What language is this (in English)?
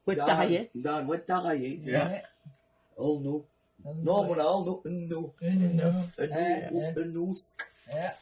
Mi'kmaw